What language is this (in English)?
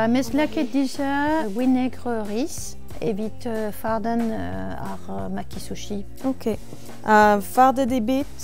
Breton